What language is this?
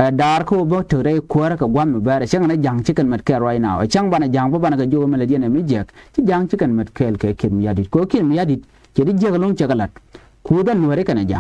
Nuer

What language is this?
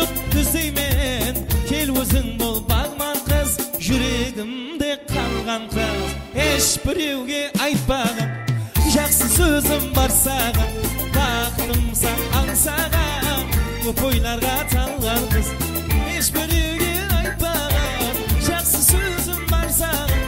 Kara-Kalpak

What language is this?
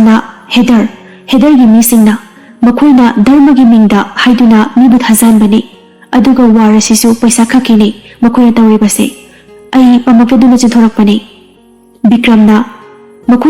Manipuri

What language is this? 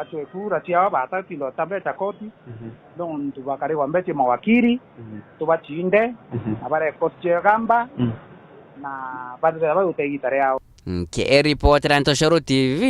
Meru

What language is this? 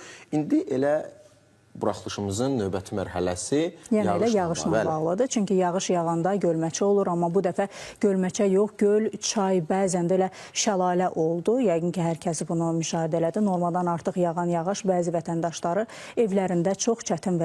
Azerbaijani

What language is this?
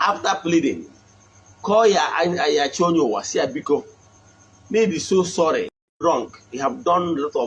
Igbo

